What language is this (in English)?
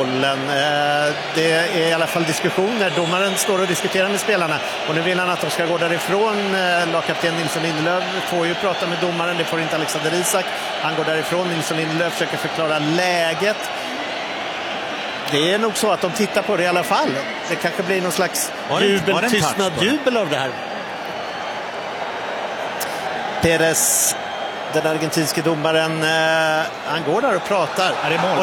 Swedish